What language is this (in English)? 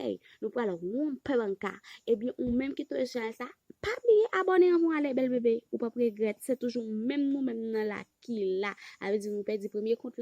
Haitian Creole